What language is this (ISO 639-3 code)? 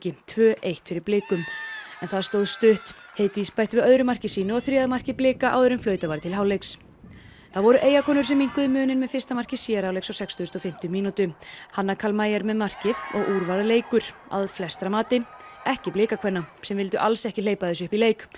isl